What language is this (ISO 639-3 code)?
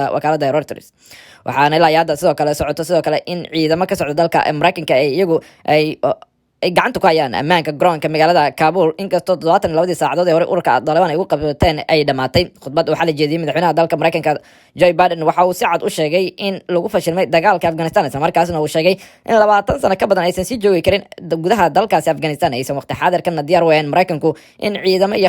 som